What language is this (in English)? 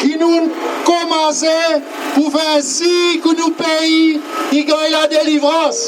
Seselwa Creole French